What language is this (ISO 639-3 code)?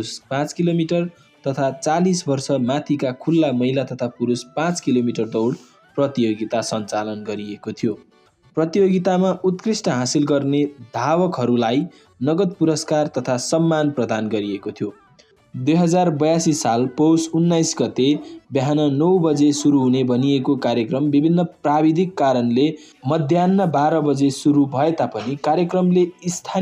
nep